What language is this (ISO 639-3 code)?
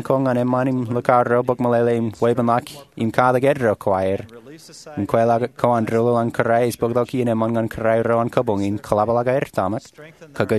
mah